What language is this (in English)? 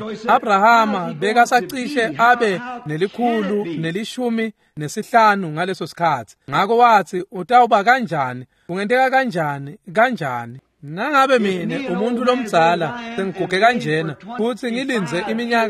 Swati